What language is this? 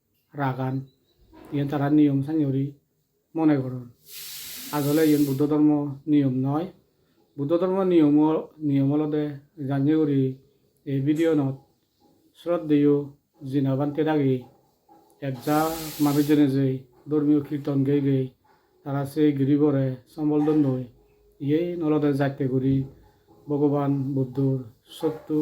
Chakma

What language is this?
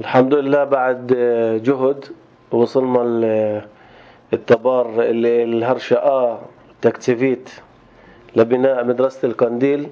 North Levantine Arabic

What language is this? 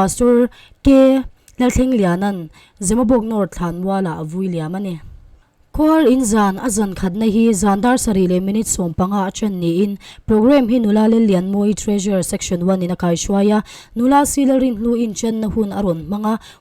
Mizo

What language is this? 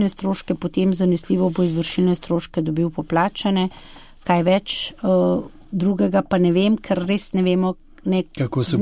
Slovenian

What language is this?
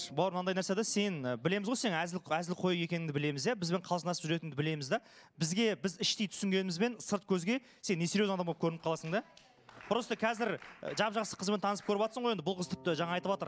Kazakh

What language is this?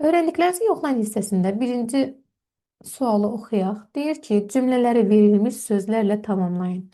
Azerbaijani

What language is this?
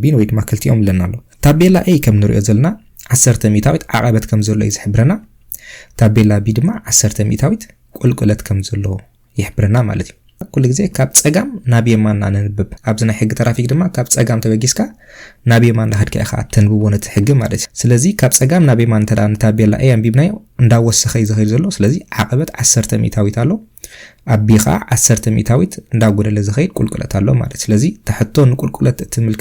Tigrinya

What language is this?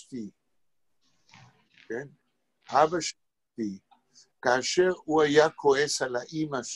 Hebrew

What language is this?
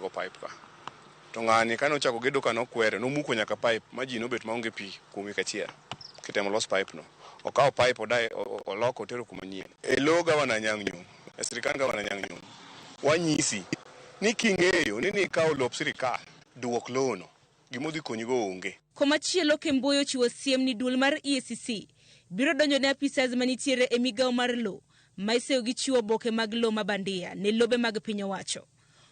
Luo (Kenya and Tanzania)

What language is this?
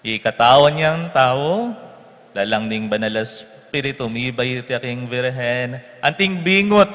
Pampanga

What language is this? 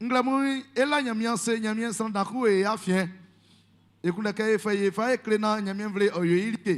Baoulé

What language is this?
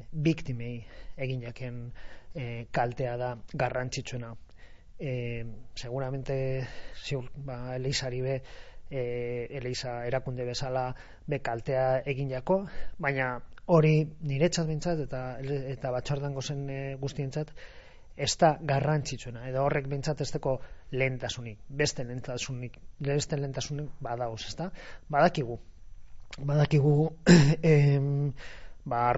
Basque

